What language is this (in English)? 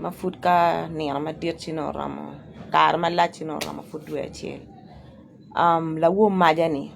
Acoli